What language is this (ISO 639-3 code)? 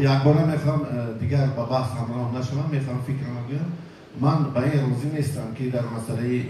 tgk